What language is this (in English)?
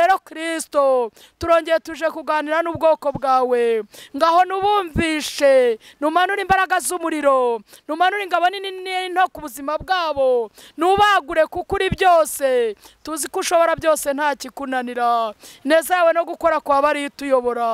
Kinyarwanda